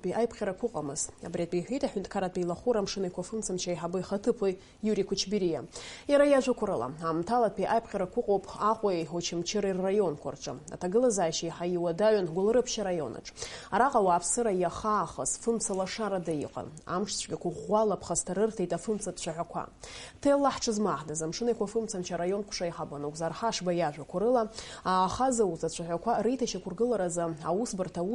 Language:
Abkhazian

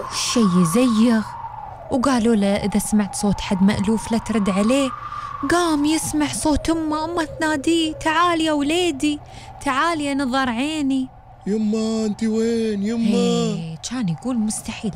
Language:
Gulf Arabic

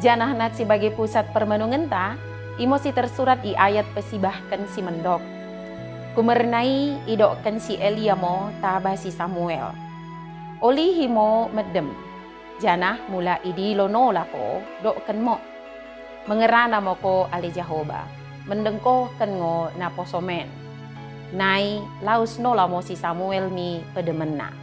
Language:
Batak Dairi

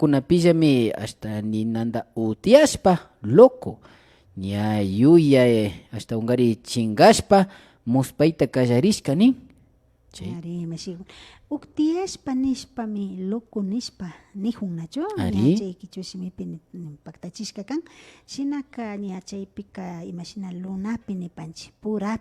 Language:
Imbabura Highland Quichua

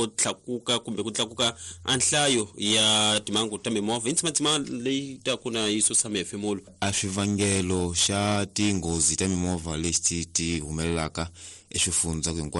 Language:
Tsonga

